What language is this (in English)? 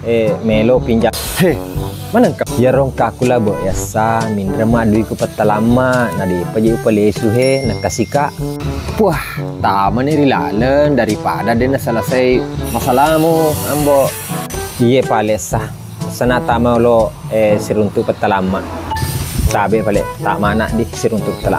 Buginese